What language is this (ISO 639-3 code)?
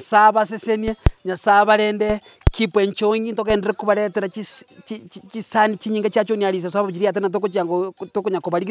guz